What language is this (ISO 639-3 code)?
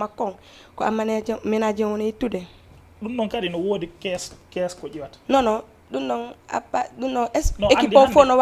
ful